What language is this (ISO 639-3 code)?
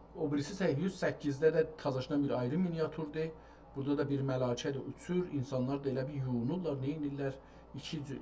azb